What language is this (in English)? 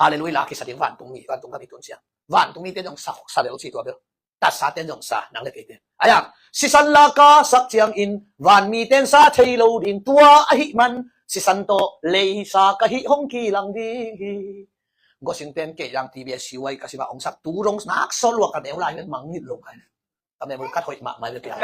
Tedim Chin